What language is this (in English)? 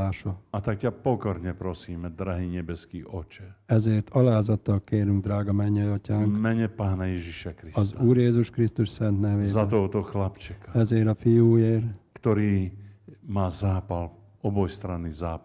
Slovak